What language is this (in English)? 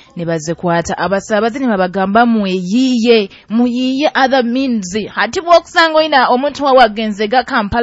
Nyoro